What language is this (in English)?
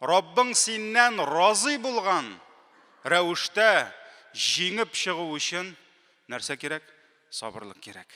Tatar